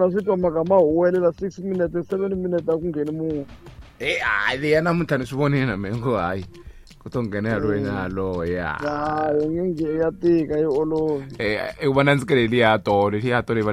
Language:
Tsonga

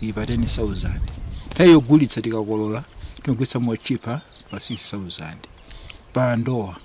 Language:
Nyanja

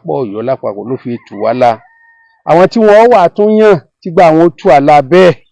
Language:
Yoruba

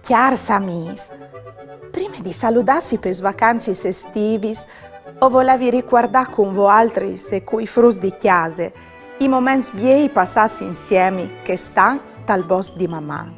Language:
Friulian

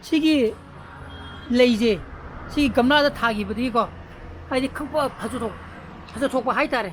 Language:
Manipuri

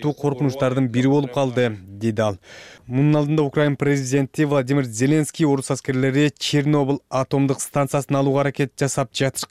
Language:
Kyrgyz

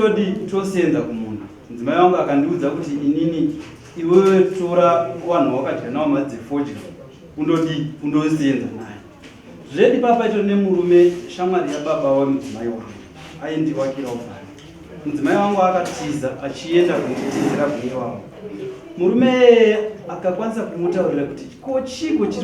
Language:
Shona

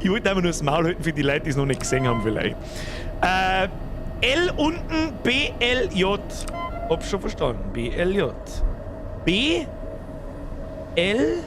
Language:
Bavarian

